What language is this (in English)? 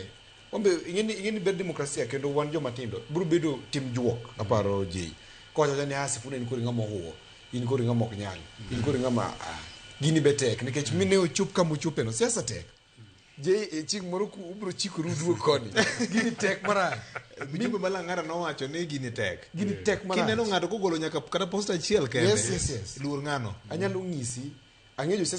Luo (Kenya and Tanzania)